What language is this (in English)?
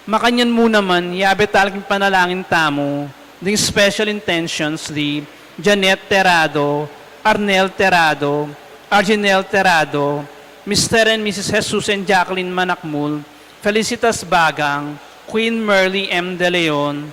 Pampanga